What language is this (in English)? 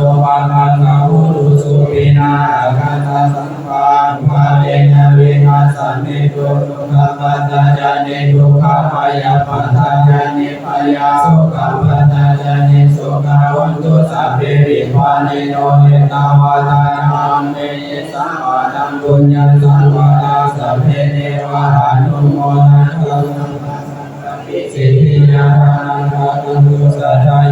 Pali